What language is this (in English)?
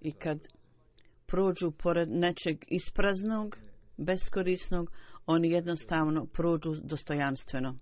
Bosnian